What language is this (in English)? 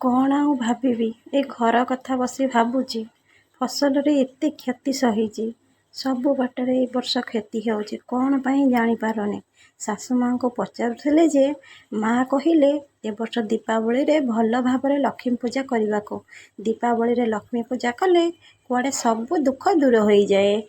Odia